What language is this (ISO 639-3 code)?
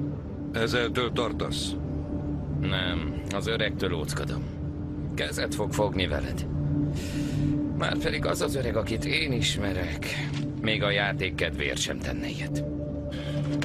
hun